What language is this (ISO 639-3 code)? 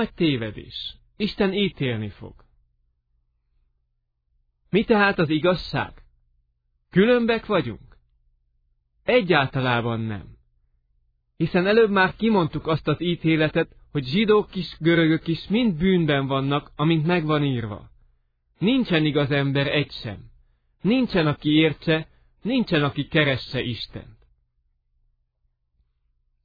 hun